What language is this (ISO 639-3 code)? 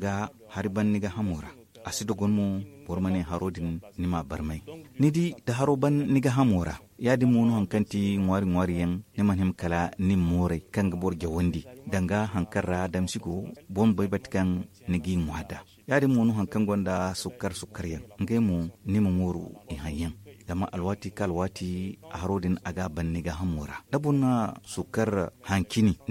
dje